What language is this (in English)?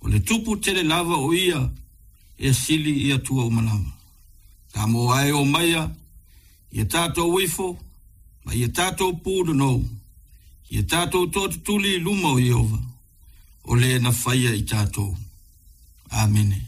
Samoan